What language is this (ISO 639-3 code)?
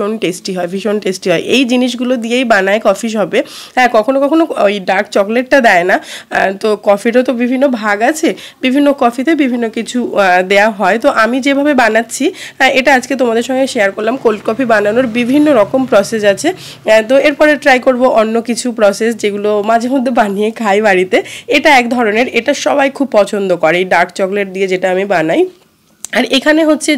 ben